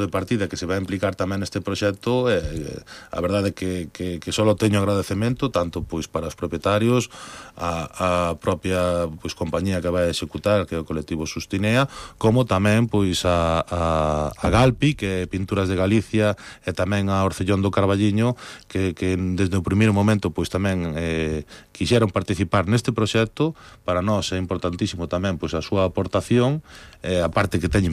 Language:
Galician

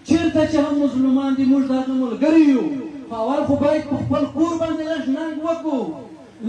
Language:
Pashto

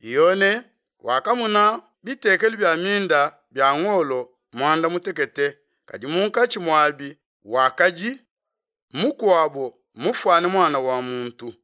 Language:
Luba-Lulua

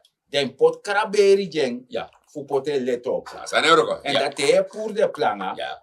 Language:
Sranan Tongo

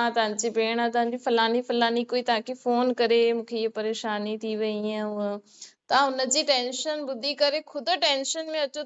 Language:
Sindhi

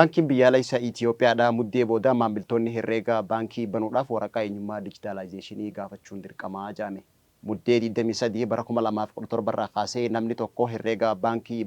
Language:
Oromo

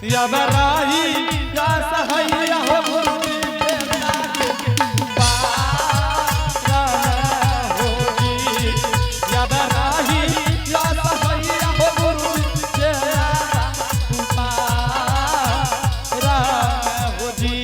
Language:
Angika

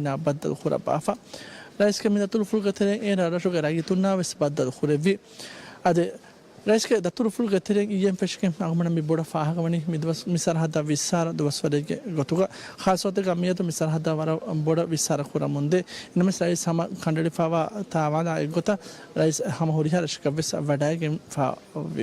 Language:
Divehi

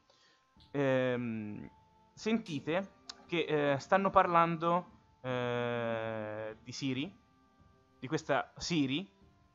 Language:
Italian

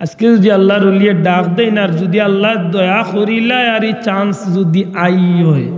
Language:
Sylheti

